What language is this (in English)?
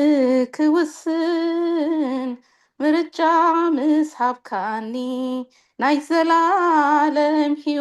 Tigrinya